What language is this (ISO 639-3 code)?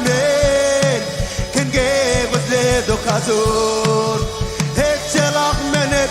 mah